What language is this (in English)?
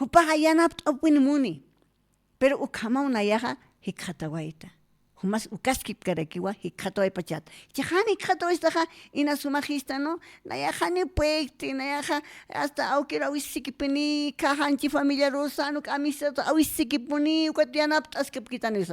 Aymara